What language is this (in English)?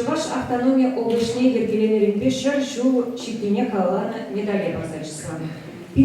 Chuvash